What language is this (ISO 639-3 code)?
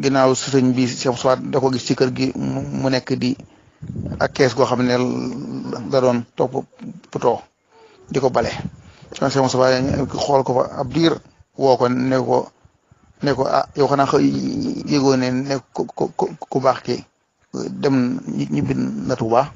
wol